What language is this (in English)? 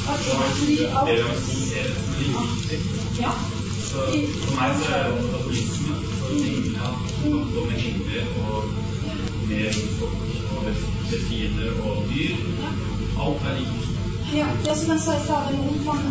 Norwegian